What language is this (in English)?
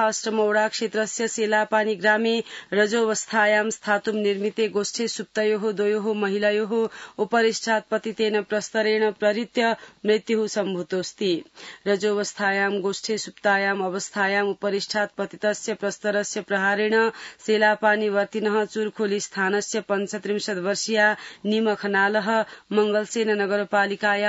Sanskrit